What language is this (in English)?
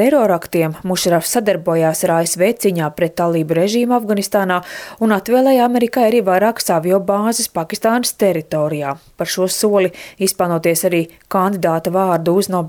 Latvian